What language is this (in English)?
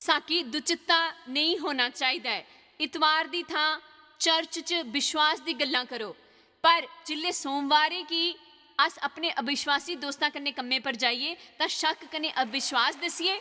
Dogri